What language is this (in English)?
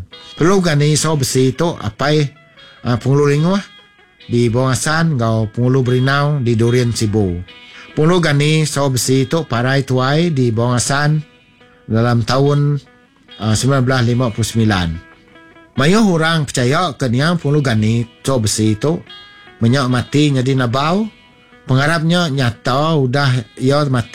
Iban